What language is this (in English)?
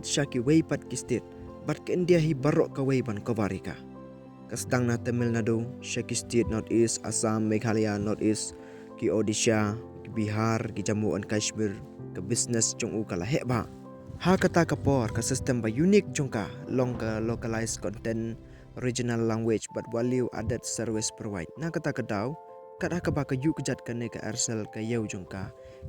Khasi